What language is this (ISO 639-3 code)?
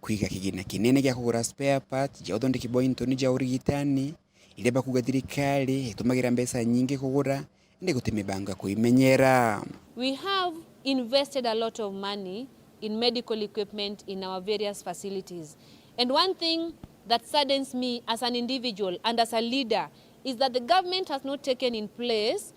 mer